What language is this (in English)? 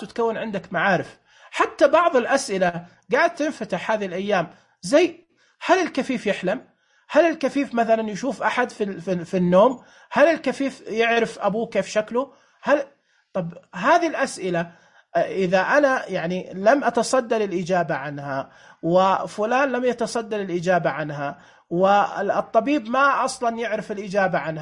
Najdi Arabic